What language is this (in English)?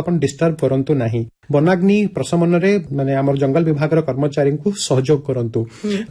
Odia